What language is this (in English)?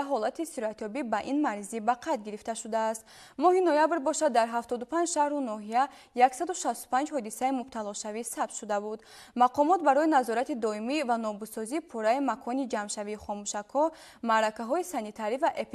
Tajik